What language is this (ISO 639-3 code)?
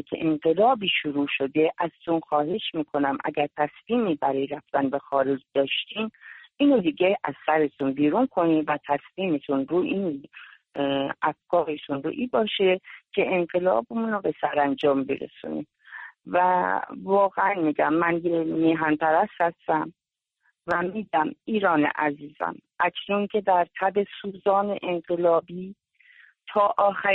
fas